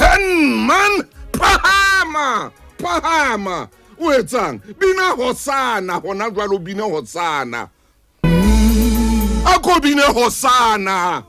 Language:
Southern Sotho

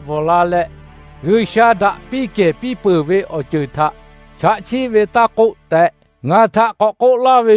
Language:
Lahu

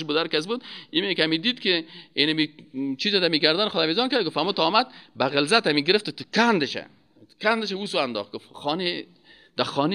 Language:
Persian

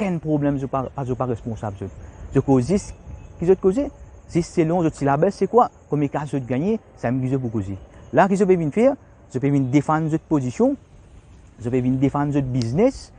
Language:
Morisyen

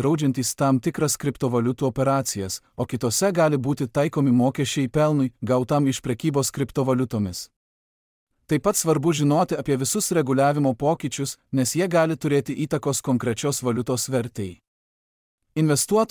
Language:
Lithuanian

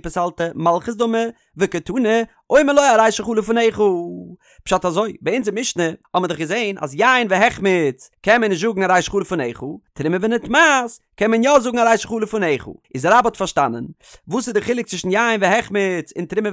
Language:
Yiddish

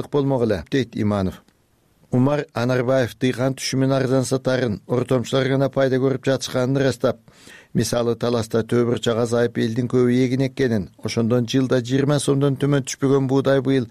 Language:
Kyrgyz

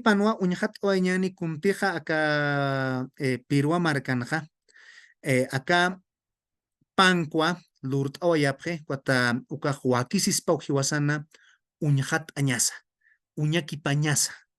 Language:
Aymara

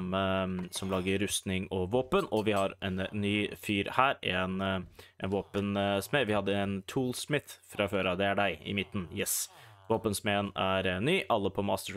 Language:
Norwegian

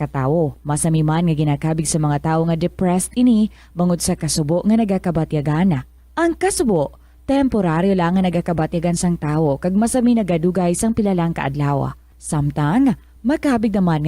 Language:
Hiligaynon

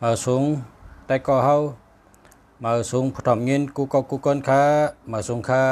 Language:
Shan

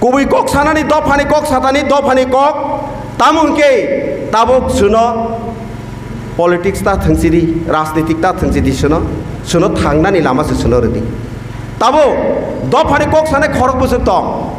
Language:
Kok Borok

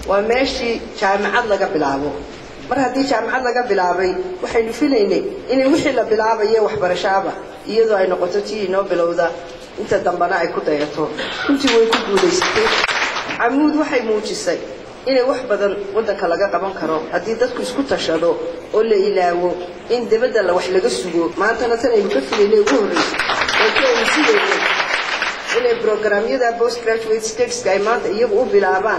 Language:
Somali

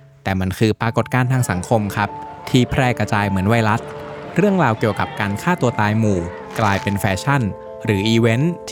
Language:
Thai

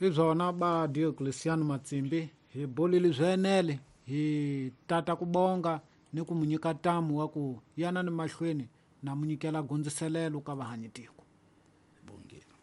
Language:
Tsonga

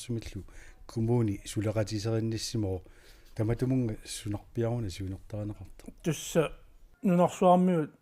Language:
Kalaallisut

